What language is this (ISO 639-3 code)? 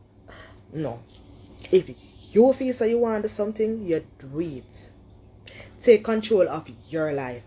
jam